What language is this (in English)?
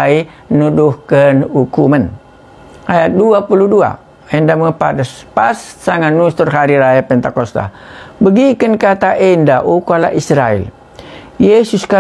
Batak Karo